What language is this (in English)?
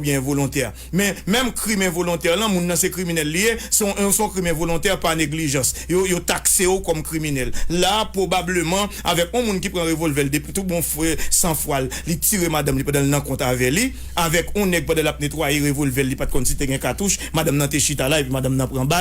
Haitian Creole